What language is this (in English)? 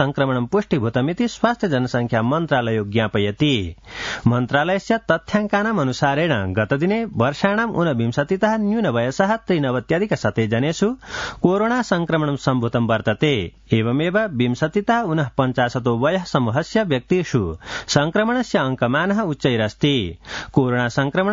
Sanskrit